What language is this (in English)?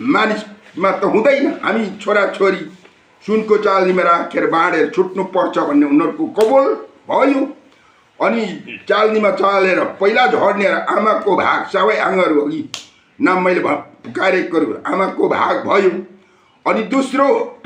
Nepali